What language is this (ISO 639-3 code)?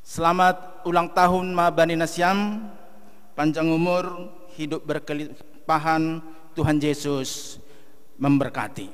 bts